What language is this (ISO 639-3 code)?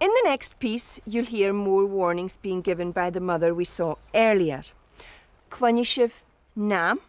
gla